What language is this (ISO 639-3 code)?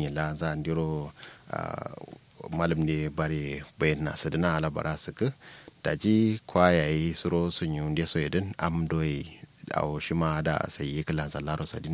kau